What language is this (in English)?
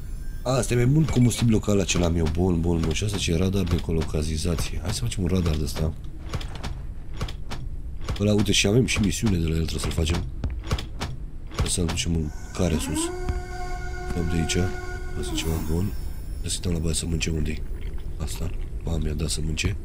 Romanian